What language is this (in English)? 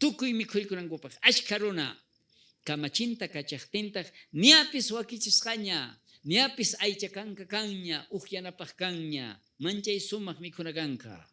South Bolivian Quechua